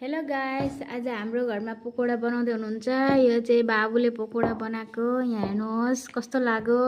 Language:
Nepali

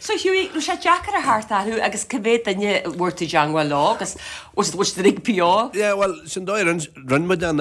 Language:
Irish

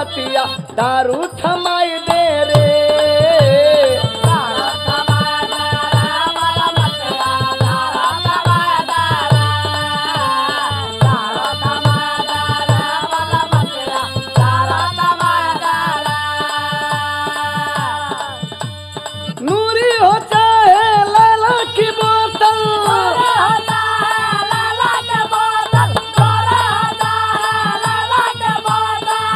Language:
Bhojpuri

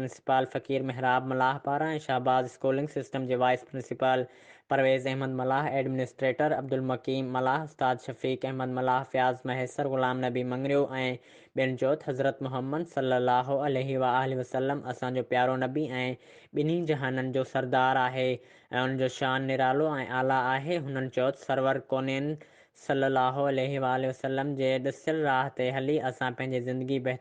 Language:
Sindhi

